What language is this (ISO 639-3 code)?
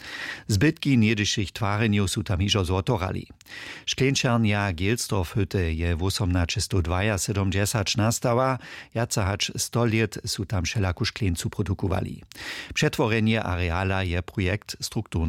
hsb